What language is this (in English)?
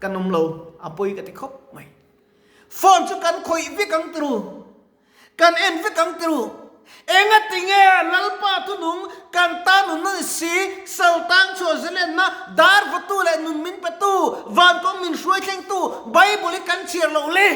Mizo